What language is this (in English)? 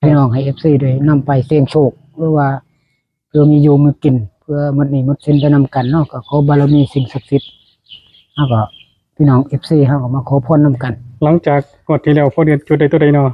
Northeastern Thai